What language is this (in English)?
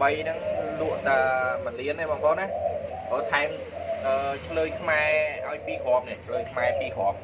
Khmer